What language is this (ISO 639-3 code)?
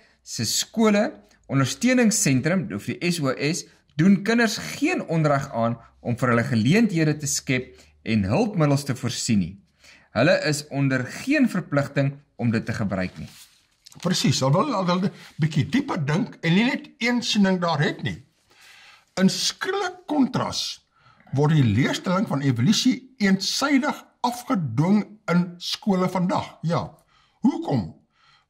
afr